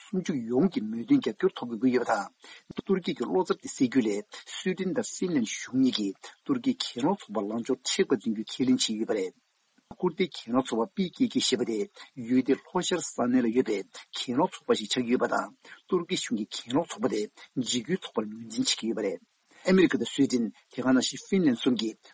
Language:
Tibetan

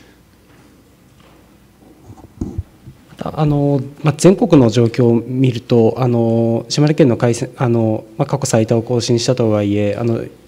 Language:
Japanese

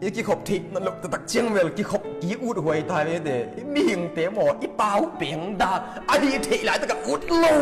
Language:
Tedim Chin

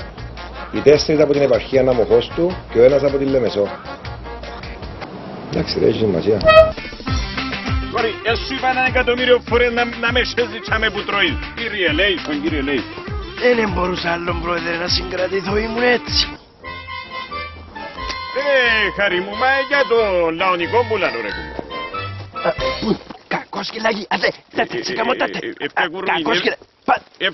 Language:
Greek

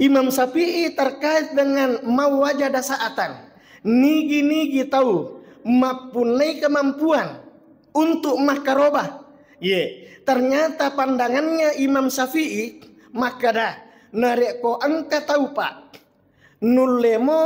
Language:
Buginese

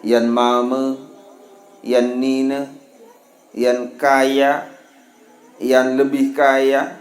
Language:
Sasak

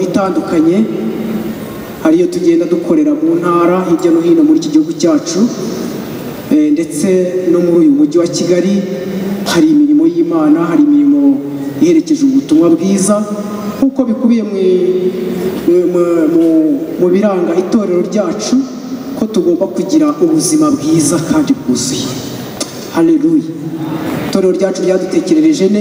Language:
Kinyarwanda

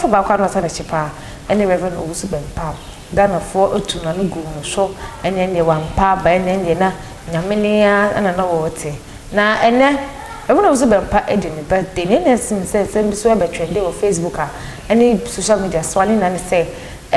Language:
Akan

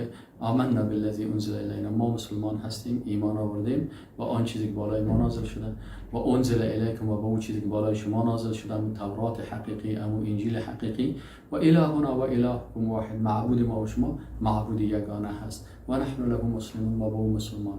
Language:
Persian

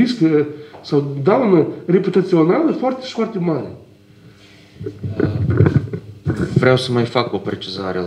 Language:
Romanian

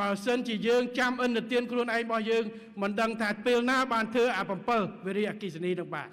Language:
Khmer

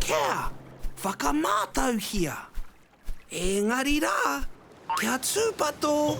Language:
Māori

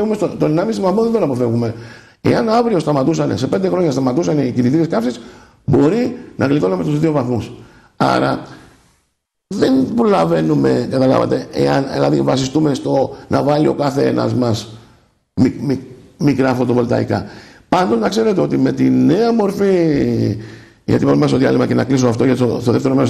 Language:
Greek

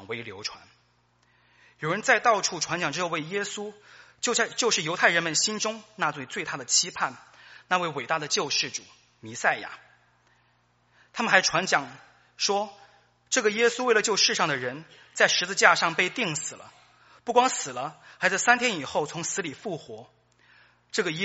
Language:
Chinese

